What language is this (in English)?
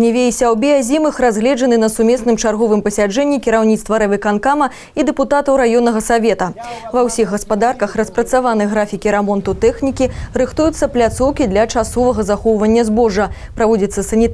Belarusian